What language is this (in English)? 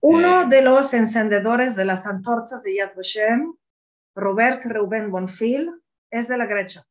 Ladino